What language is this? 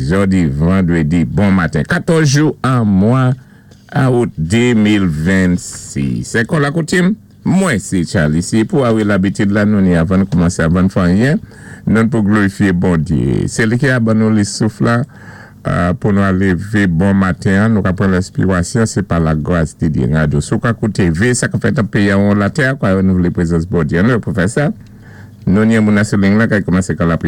Saint Lucian Creole French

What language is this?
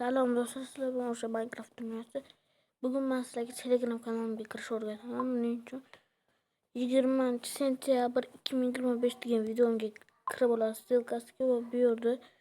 Uzbek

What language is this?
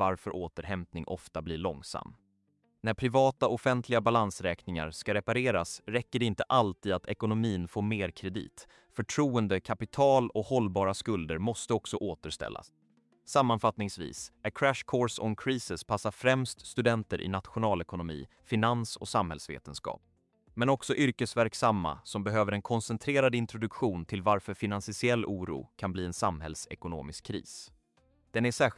Swedish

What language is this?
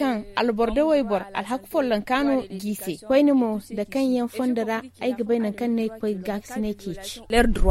Zarma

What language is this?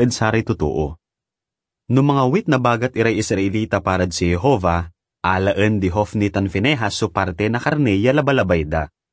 Pangasinan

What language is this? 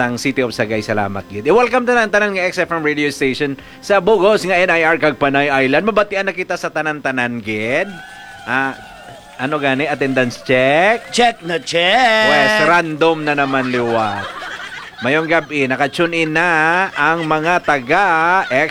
Hiligaynon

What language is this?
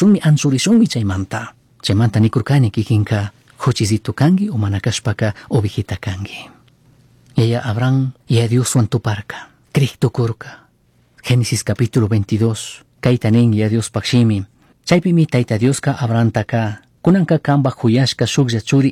Chimborazo Highland Quichua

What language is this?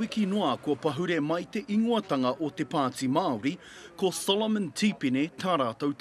Māori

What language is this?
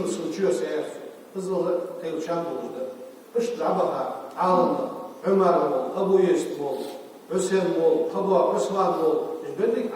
Ingush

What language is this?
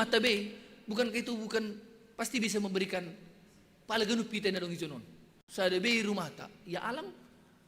Batak Simalungun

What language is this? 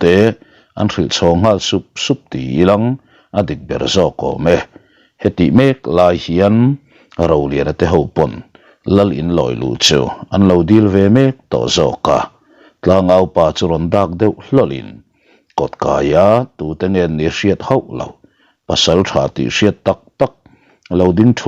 Mizo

